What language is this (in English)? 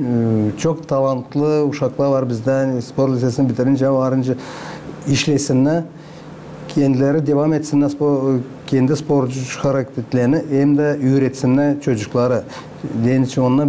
Gagauz